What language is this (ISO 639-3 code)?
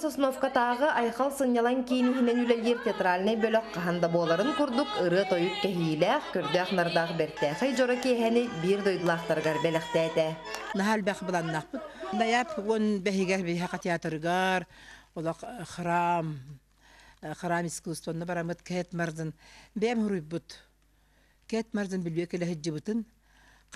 sah